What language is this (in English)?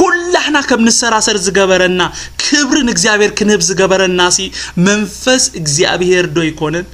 Tigrinya